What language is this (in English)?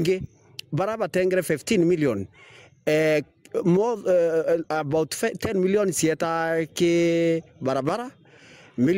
Meru